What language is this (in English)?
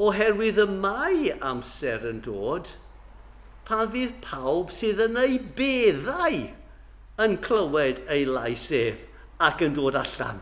Welsh